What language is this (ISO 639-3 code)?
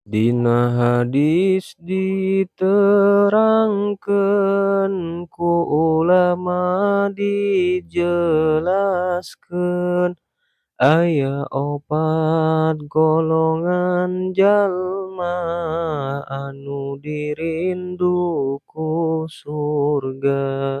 sun